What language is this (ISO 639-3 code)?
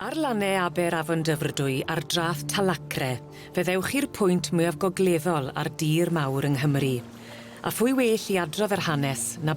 cym